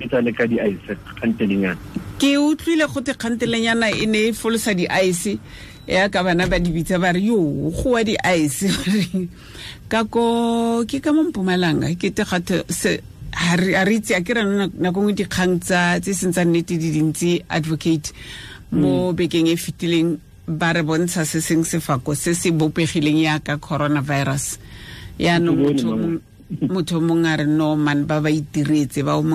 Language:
Tswana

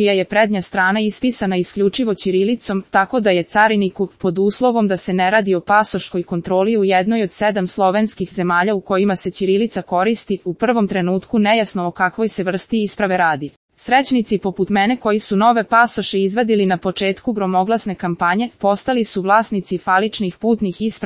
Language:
Serbian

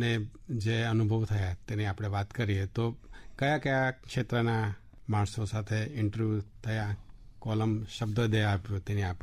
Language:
Gujarati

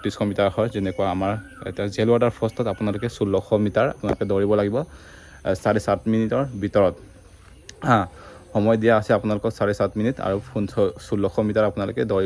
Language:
Assamese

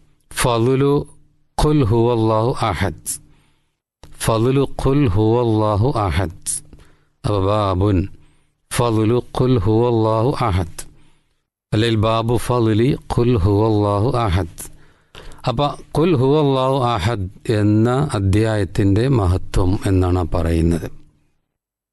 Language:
Malayalam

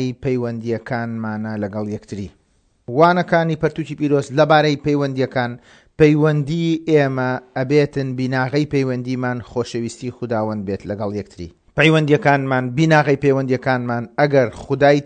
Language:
Central Kurdish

